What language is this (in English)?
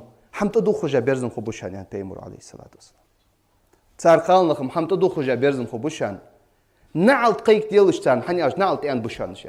Ingush